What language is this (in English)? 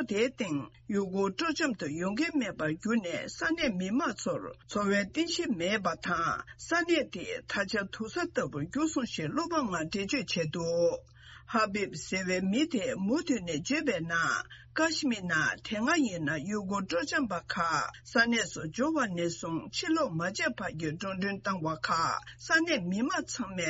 Tibetan